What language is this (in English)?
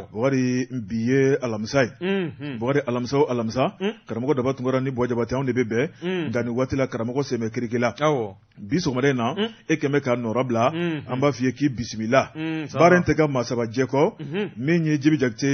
Bambara